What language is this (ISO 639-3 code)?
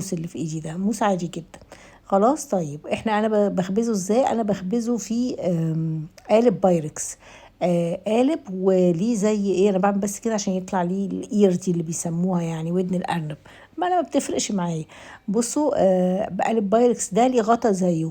arz